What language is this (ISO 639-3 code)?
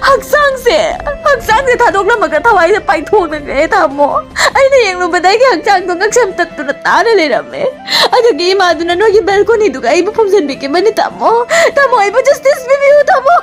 mni